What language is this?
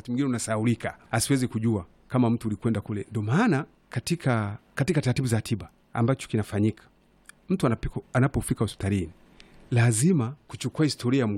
Swahili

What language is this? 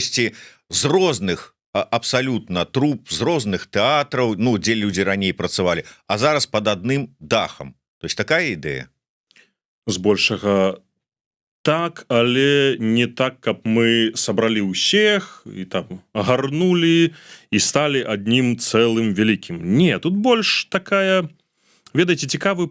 Belarusian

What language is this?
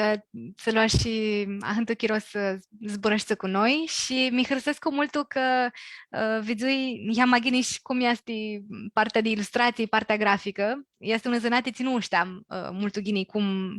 Aromanian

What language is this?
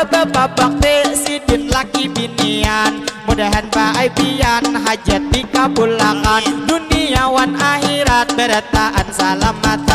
Banjar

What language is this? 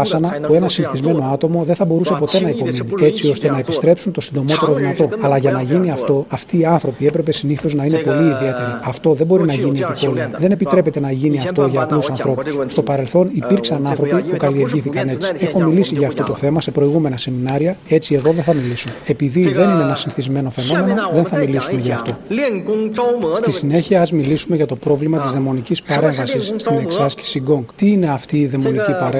Greek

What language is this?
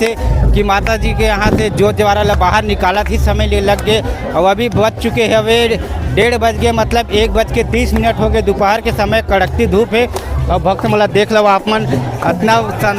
Chhattisgarhi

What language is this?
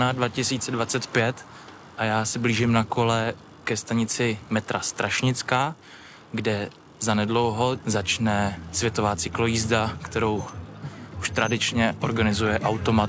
Czech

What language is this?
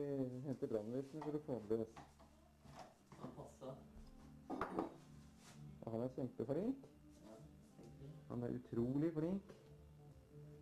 Norwegian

